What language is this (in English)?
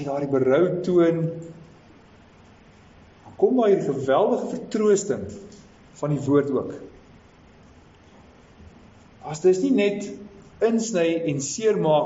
Afrikaans